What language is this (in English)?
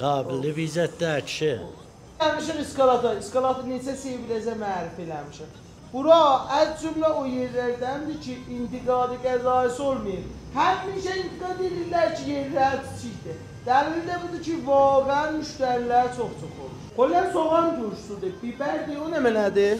South Azerbaijani